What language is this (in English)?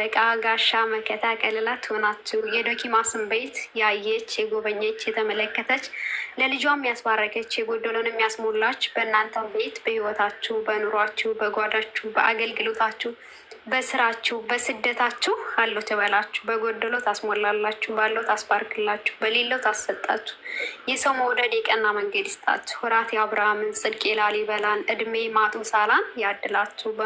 Amharic